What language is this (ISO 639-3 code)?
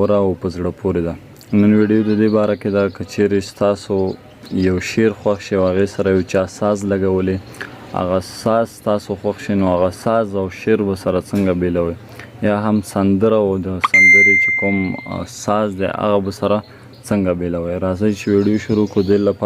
pus